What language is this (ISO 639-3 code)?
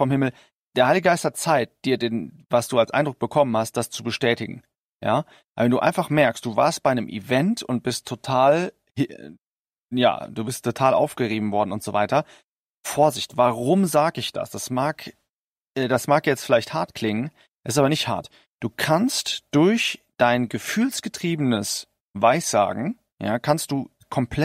deu